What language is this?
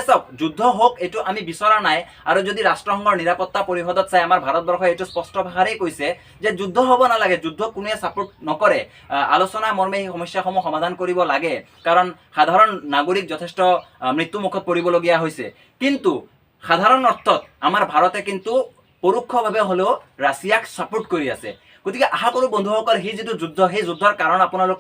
Assamese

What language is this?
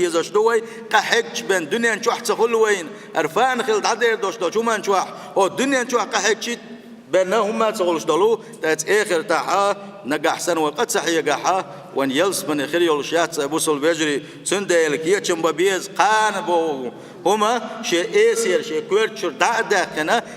Chechen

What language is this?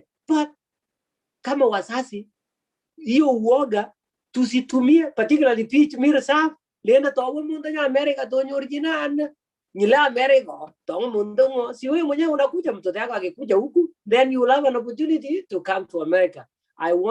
Kalenjin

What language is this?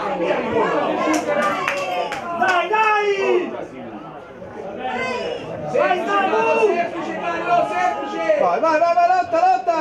Italian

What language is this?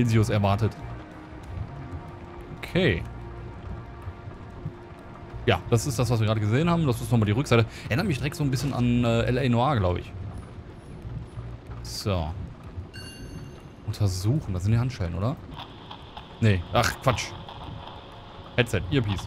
German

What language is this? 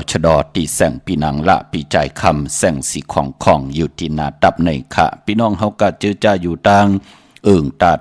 Shan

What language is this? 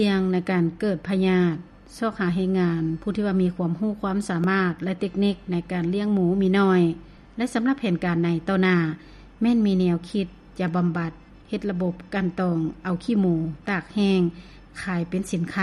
Lao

